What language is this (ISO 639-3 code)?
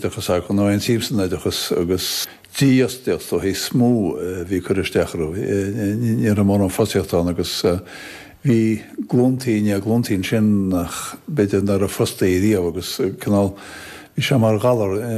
gle